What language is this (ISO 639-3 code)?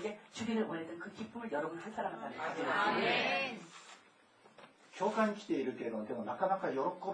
kor